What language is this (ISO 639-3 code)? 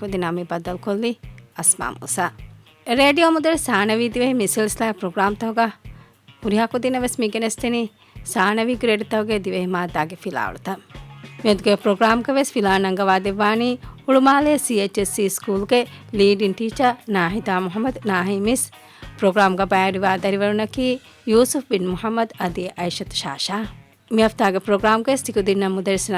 div